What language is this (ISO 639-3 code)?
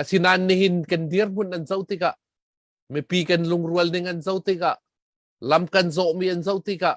cnh